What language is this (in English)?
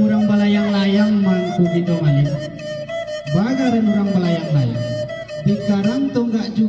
Minangkabau